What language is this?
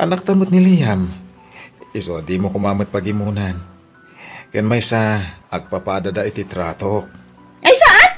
Iloko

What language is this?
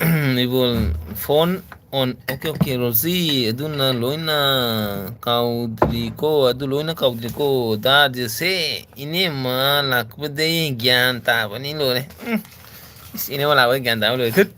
Manipuri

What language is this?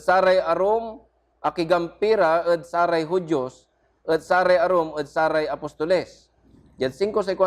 Pangasinan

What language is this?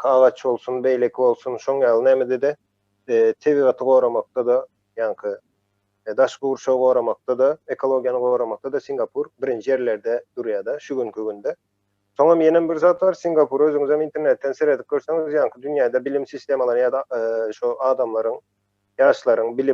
Turkmen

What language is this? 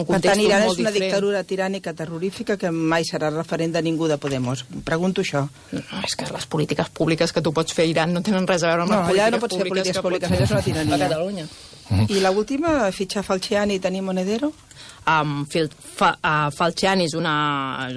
Catalan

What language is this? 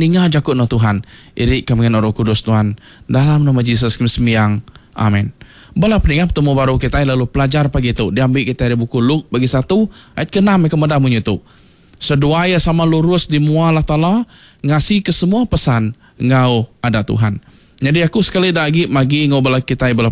Iban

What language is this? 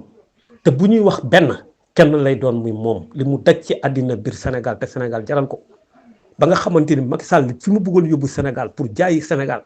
Wolof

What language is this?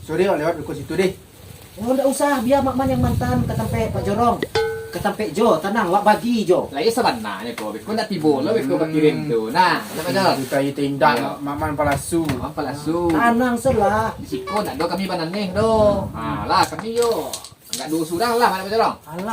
Minangkabau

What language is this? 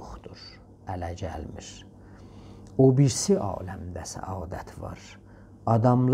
South Azerbaijani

